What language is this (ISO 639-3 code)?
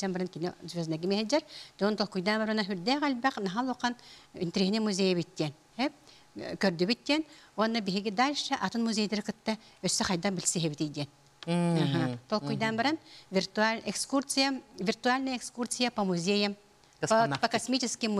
sah